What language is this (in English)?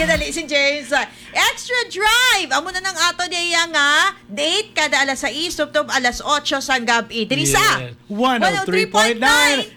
Hiligaynon